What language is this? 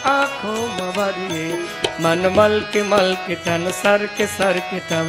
Gujarati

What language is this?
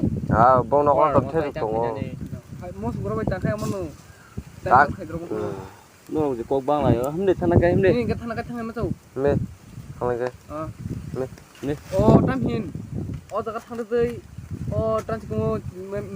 Kok Borok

